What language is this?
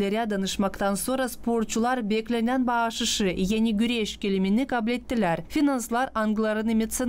Gagauz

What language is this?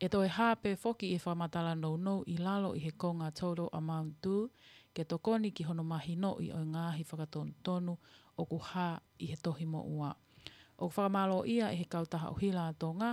Tongan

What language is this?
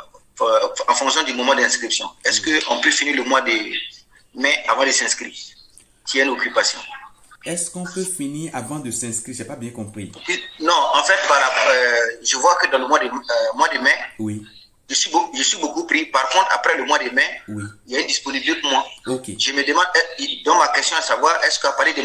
French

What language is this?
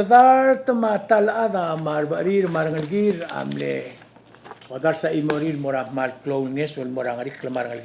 Palauan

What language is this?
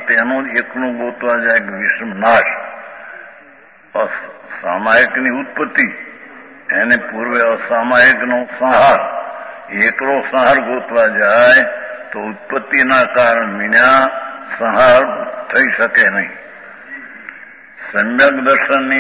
Gujarati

